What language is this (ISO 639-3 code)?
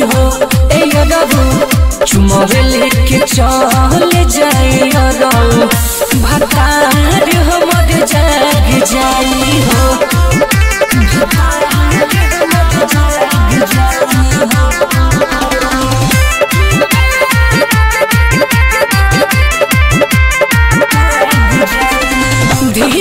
bho